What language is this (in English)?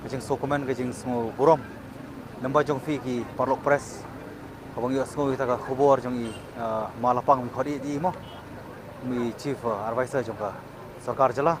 Khasi